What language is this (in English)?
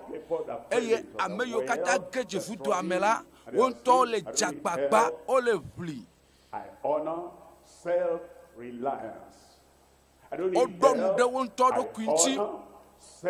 Ewe